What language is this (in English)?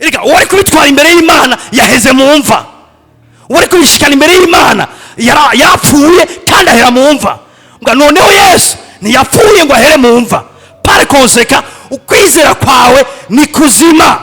Rundi